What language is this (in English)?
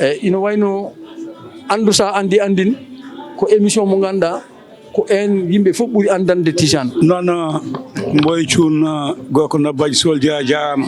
Fula